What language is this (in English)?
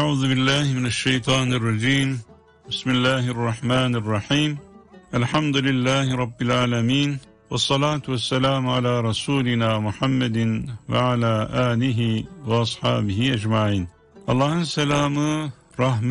Turkish